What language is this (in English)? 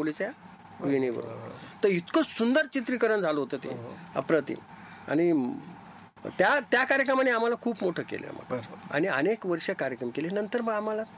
Marathi